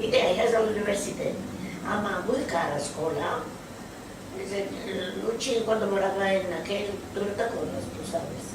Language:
Ladino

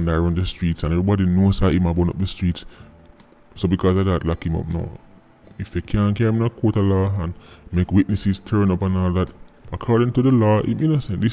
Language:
Jamaican Creole English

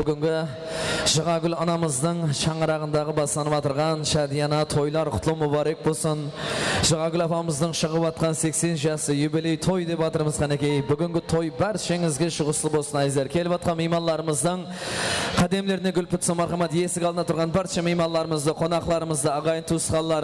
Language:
Kara-Kalpak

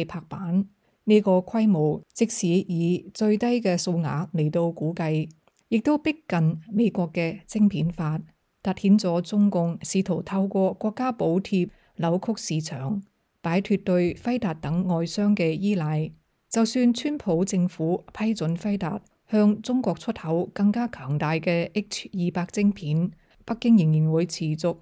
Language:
Cantonese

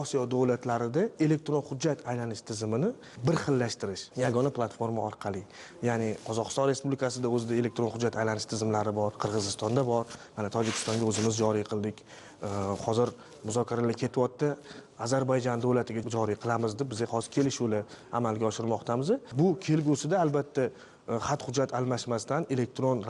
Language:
Uzbek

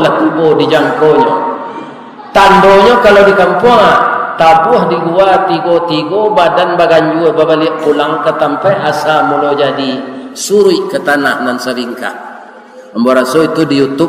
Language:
Minangkabau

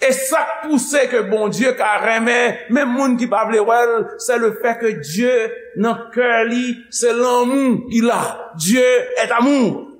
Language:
Haitian Creole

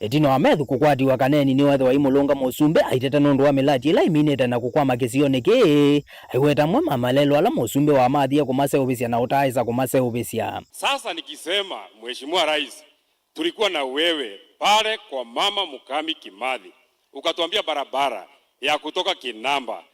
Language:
Kamba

